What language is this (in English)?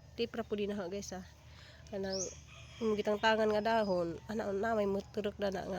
Cebuano